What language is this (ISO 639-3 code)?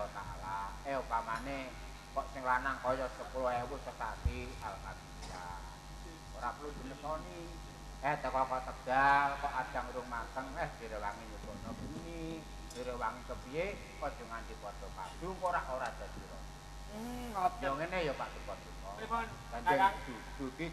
jav